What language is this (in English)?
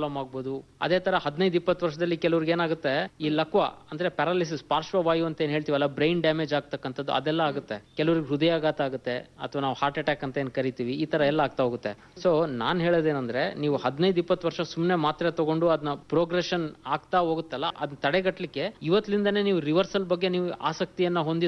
Kannada